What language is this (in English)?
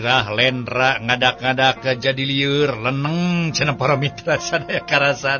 Sundanese